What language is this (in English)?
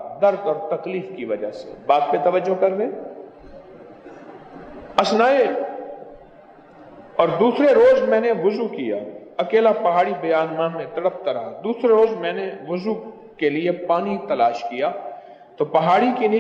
Urdu